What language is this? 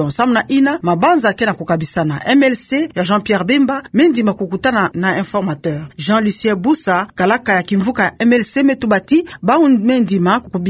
Kituba (Democratic Republic of Congo)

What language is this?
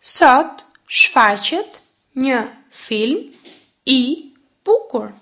Albanian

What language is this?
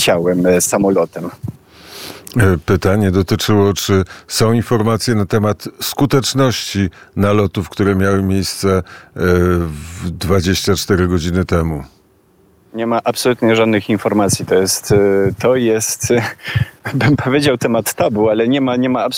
Polish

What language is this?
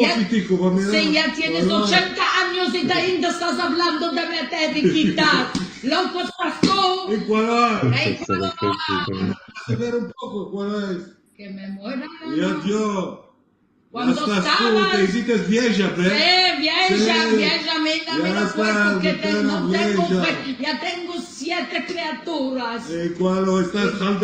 Ladino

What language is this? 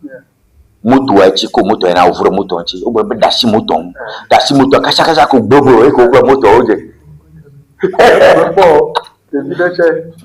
Ewe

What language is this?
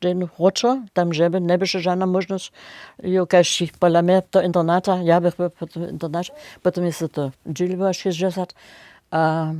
Upper Sorbian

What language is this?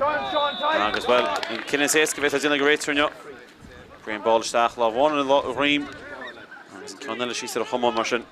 Irish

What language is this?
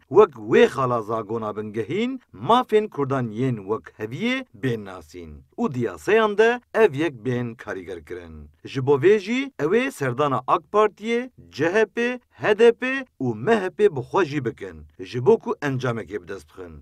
Kurdish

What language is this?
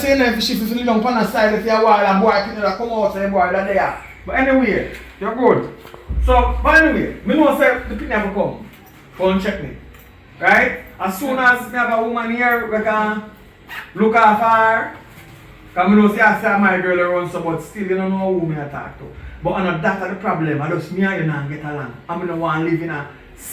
Jamaican Creole English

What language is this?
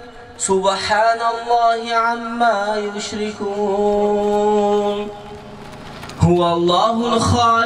Kazakh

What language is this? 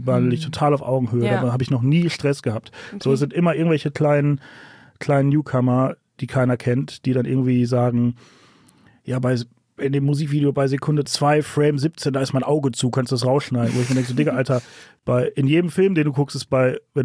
German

